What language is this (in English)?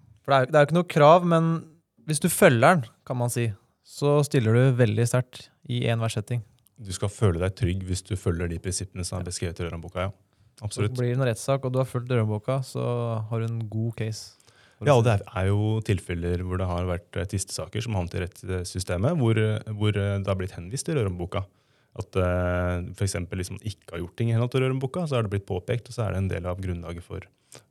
Norwegian